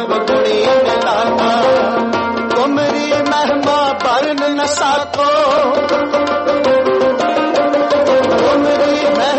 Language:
Hindi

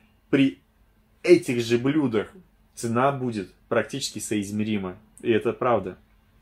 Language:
Russian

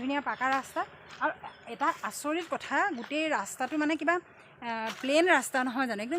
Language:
Assamese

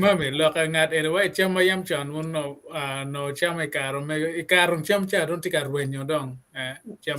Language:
Acoli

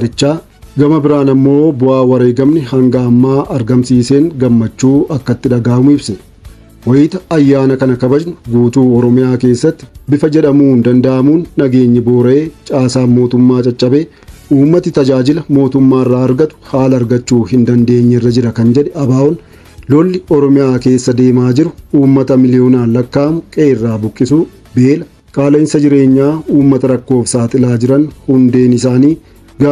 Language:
Oromo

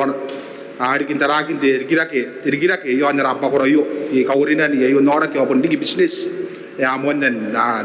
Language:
Gilbertese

